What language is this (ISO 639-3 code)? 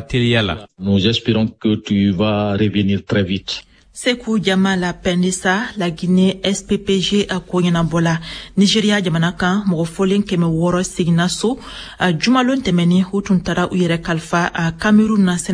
bam